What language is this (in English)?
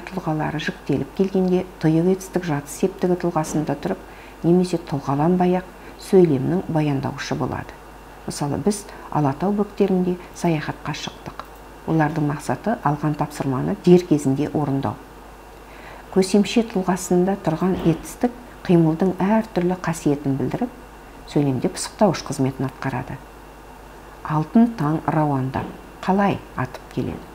Kazakh